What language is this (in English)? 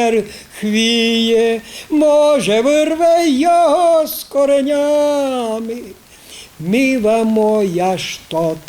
Rusyn